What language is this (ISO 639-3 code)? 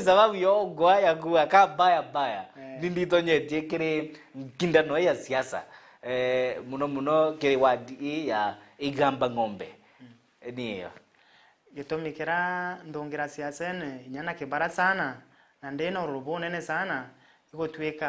mer